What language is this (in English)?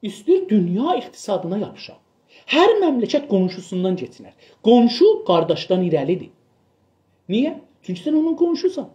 South Azerbaijani